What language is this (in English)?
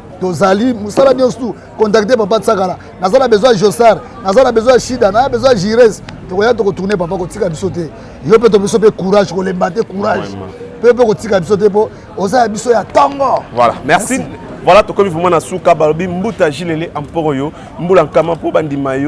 Lingala